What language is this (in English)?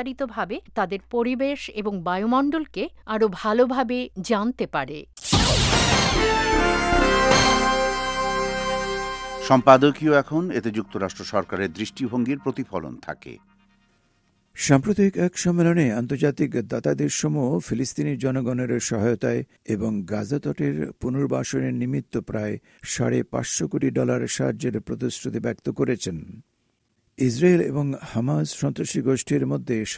Bangla